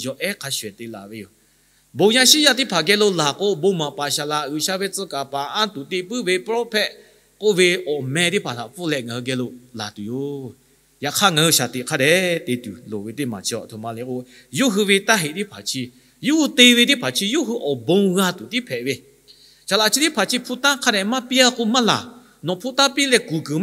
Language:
Lahu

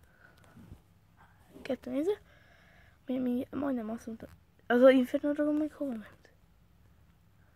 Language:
Hungarian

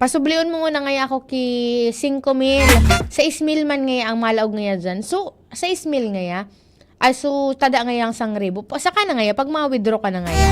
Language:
Bikol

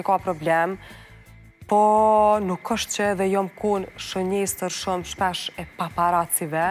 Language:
Albanian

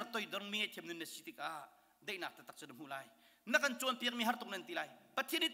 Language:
Hakha Chin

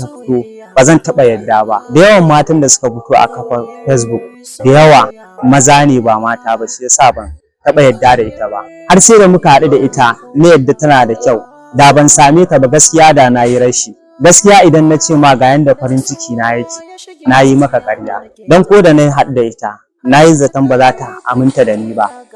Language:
Hausa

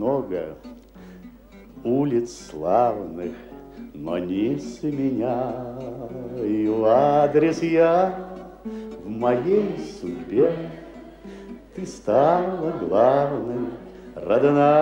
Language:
Russian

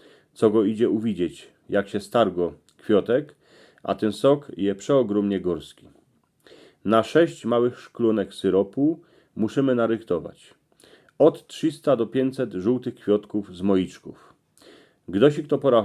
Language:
Silesian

